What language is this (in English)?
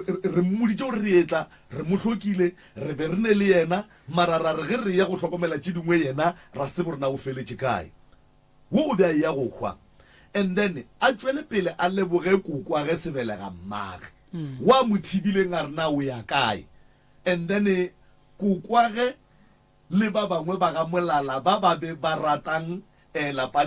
Northern Sotho